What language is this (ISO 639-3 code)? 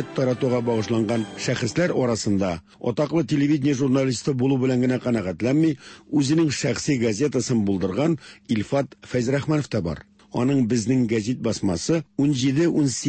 tat